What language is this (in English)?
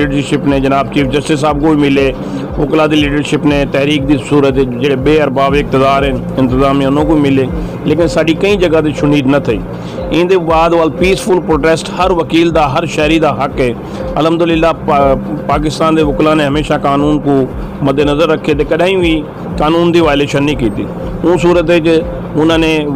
Saraiki